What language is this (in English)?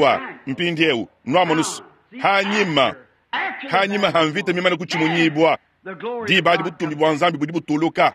Luba-Lulua